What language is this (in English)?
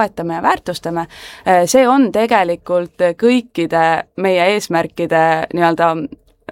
Estonian